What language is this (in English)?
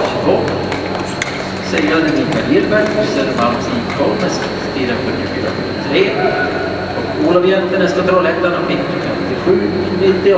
Swedish